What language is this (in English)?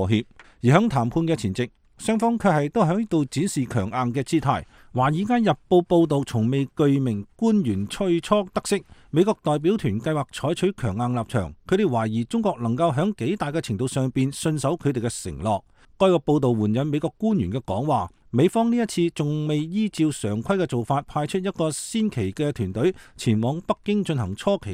Cantonese